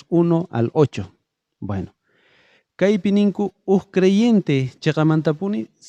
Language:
South Bolivian Quechua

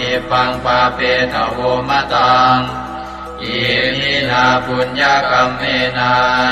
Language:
Pali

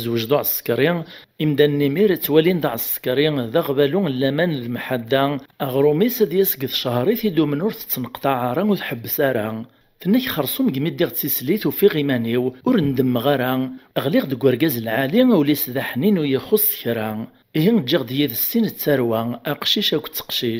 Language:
Kabyle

